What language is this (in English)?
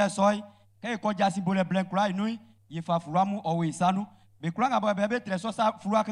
Baoulé